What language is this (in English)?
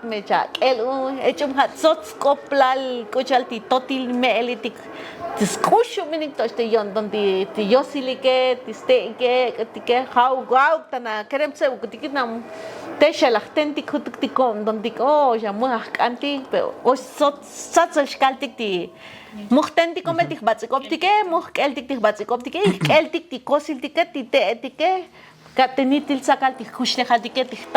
Tzotzil